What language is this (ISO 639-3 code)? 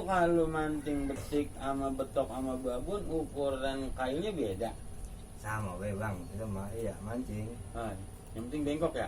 bew